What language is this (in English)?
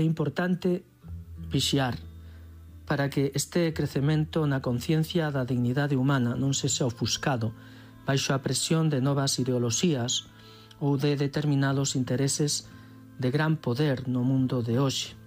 Galician